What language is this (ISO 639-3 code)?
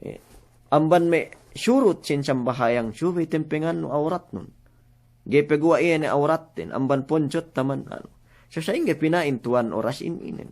yka